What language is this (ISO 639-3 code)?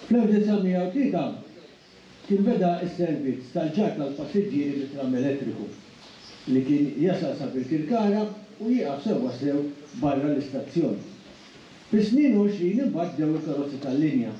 mlt